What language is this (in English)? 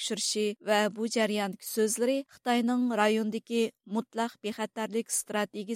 Uyghur